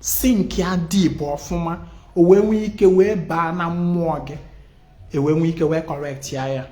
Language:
Igbo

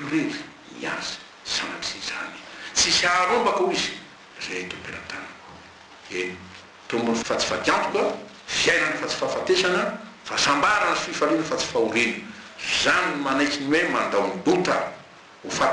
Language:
Malagasy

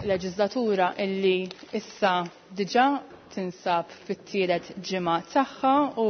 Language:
Maltese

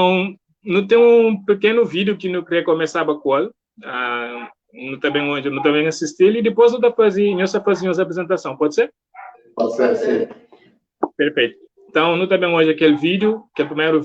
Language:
Kabuverdianu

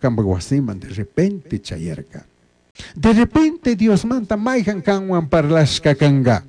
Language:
Chimborazo Highland Quichua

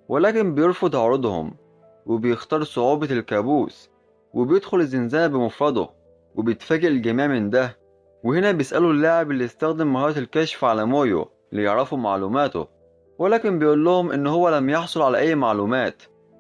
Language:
Egyptian Arabic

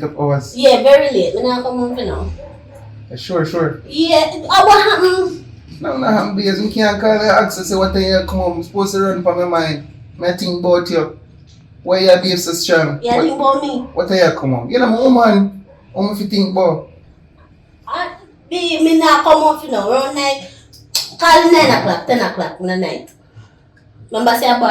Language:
Jamaican Creole English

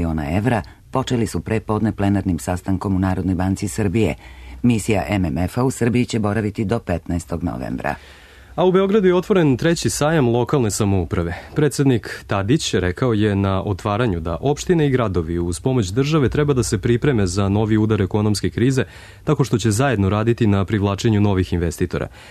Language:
Serbian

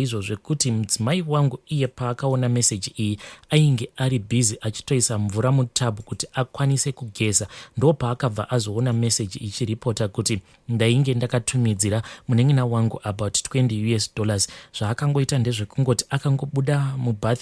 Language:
Shona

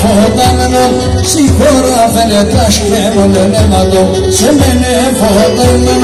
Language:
Greek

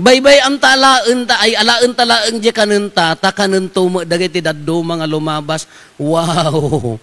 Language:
Iloko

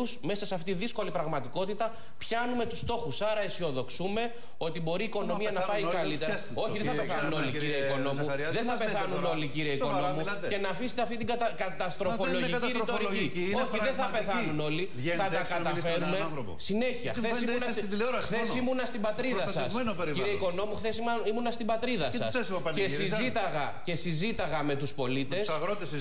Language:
Greek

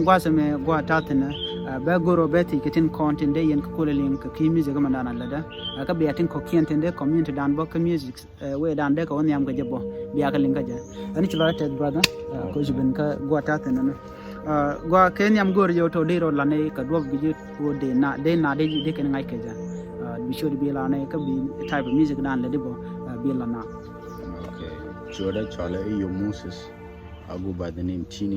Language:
Nuer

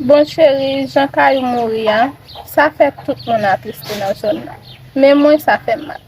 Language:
Haitian Creole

